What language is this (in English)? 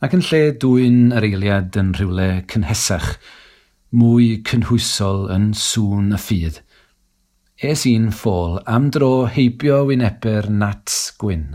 Welsh